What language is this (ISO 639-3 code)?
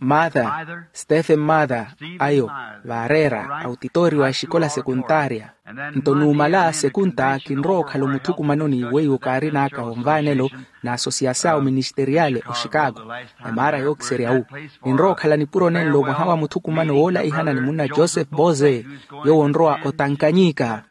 vmw